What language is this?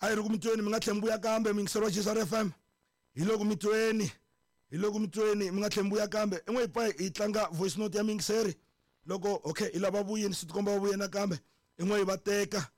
Tsonga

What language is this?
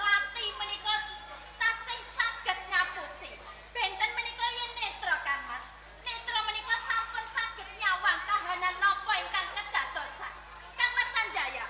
Javanese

